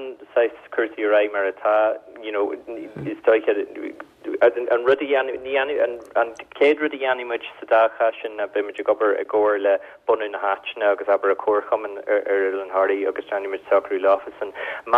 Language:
Irish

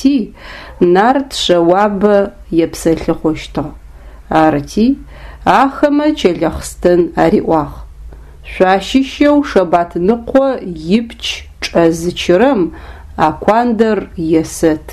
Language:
Adyghe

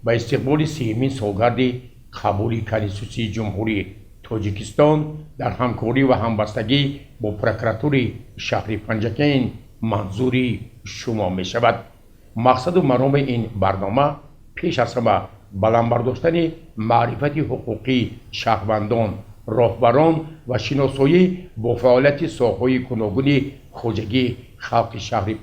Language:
Tajik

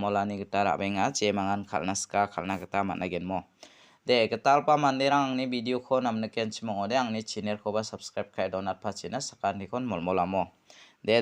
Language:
Garo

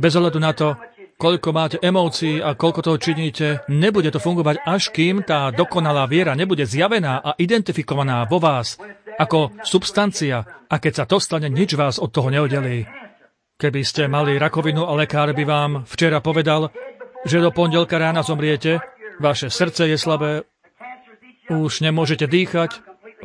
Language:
Slovak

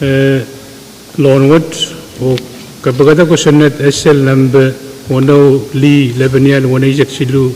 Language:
Pohnpeian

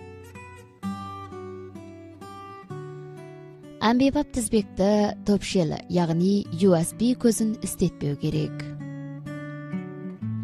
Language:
Kazakh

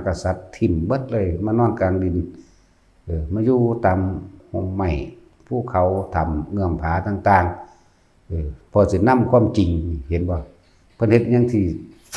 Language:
Northeastern Thai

